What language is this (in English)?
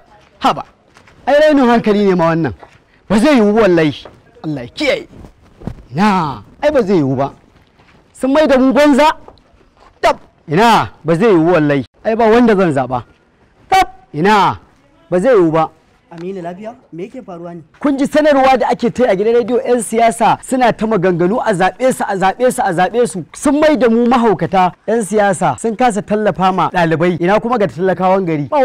Hausa